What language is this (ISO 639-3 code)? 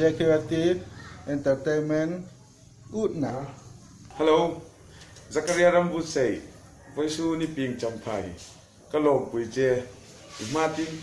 hmr